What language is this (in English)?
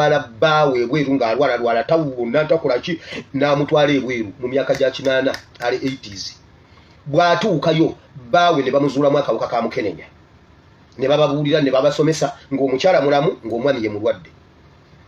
Ganda